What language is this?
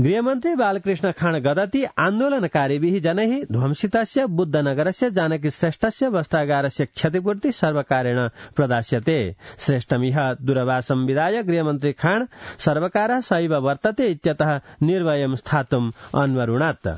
Sanskrit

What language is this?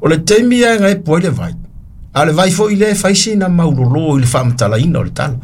Samoan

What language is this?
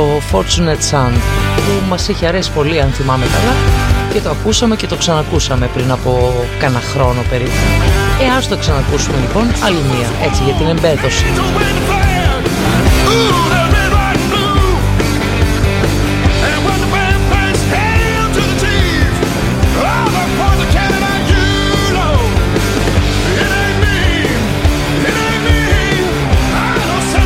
Greek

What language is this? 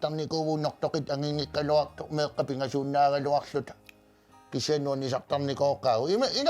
Kalaallisut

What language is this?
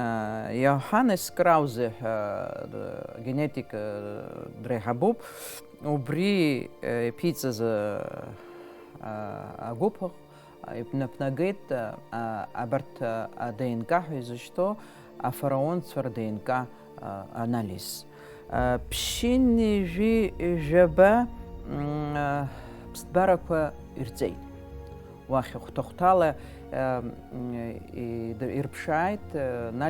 Abkhazian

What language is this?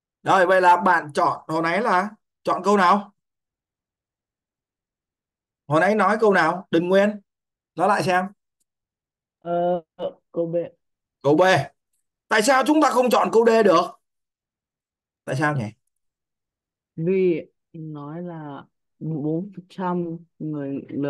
Vietnamese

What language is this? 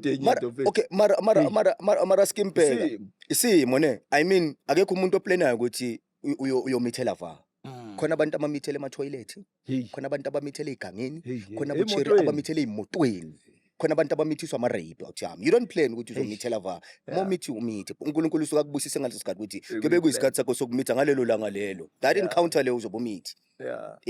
Zulu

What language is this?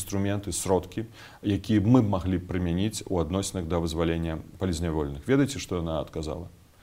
Belarusian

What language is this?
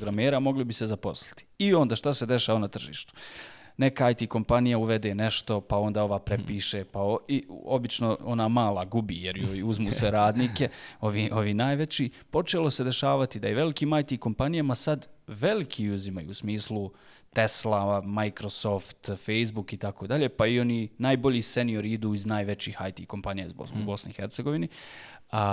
Bosnian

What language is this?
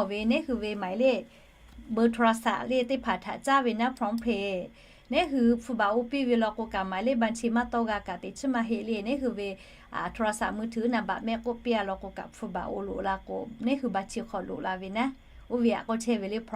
Lahu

